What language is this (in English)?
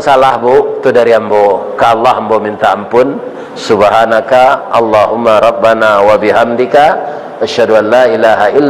Minangkabau